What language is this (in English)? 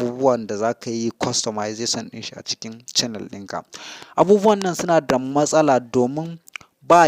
Hausa